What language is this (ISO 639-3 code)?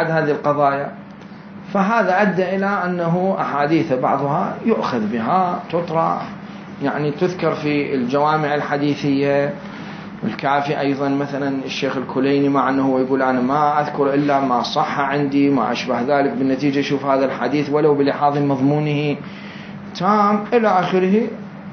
acm